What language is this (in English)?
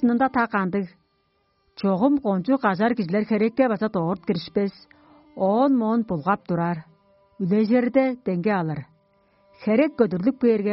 Tuvinian